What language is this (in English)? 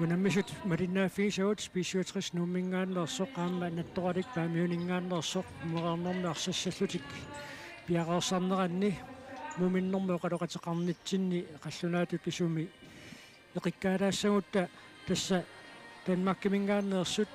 Kalaallisut